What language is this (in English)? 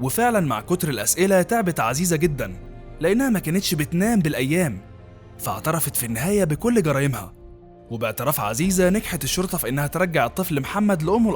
Egyptian Arabic